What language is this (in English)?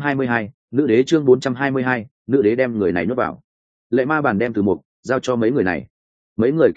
Vietnamese